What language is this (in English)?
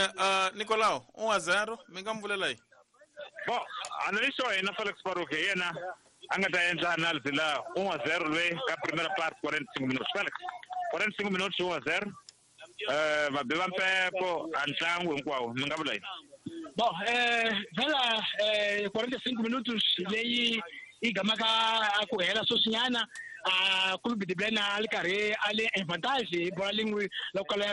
Tsonga